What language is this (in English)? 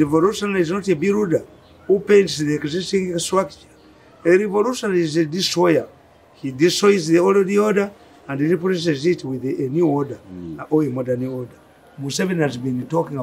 English